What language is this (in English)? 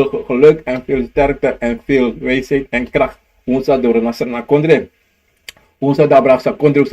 Sranan Tongo